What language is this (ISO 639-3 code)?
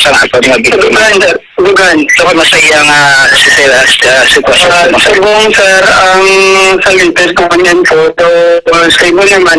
hil